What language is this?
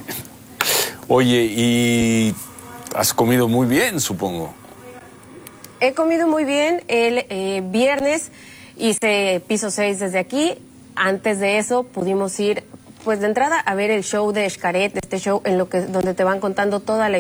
Spanish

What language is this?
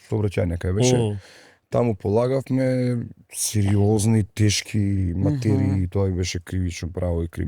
Macedonian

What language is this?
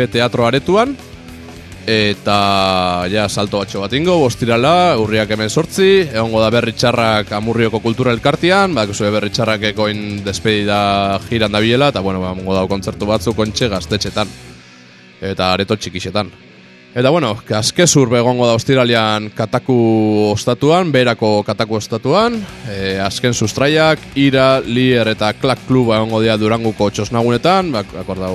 Basque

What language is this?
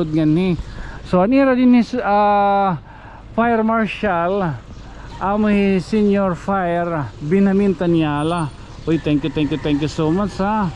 Waray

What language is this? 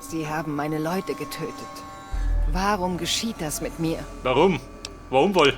Bavarian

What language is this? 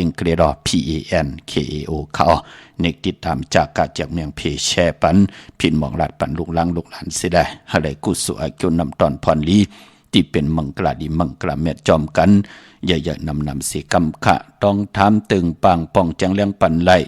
Shan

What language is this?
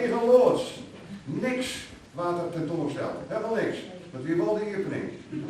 Western Frisian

